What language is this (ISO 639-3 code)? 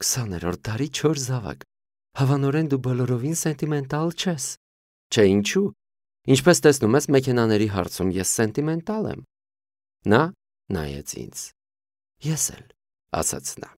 hye